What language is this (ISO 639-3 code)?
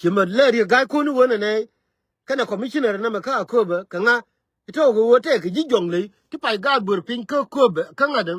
nus